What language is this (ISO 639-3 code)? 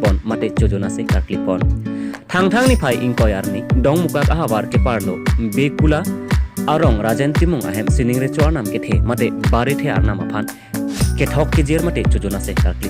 mjw